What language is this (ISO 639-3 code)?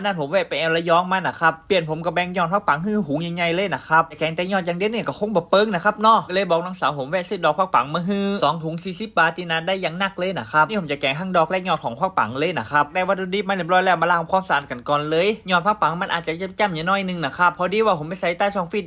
nod